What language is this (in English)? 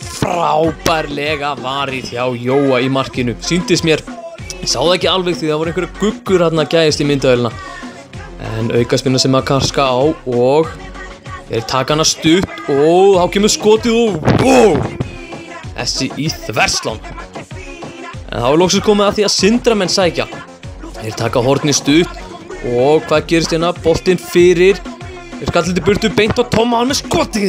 Icelandic